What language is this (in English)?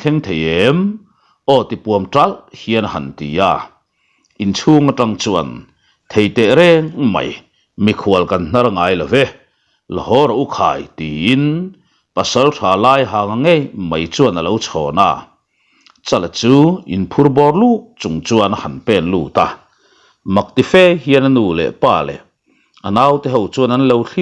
Mizo